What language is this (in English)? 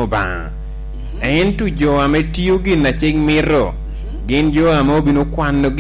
Lango (Uganda)